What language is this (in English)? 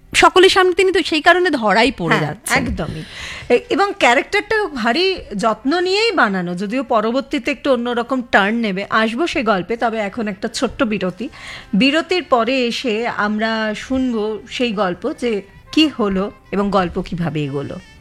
Bangla